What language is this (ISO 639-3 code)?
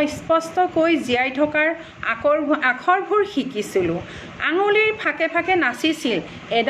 asm